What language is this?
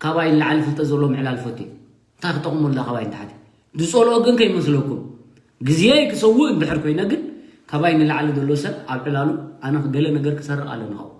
Tigrinya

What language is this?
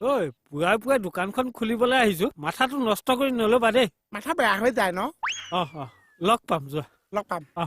Assamese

